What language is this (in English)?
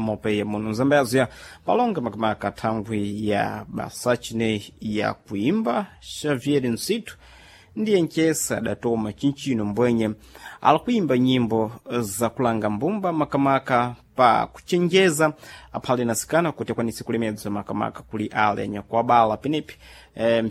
Sena